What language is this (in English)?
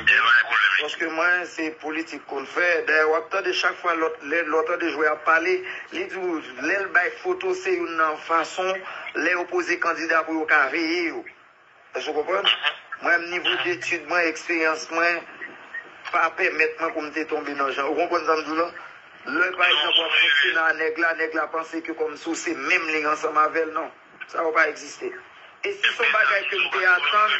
Haitian Creole